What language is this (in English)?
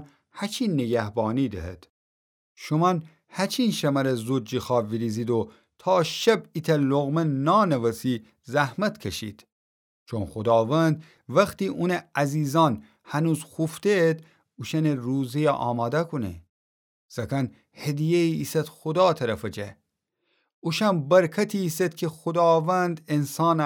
Gilaki